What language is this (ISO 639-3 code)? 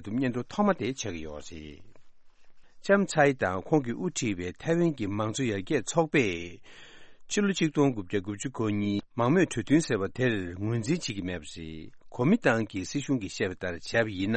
bod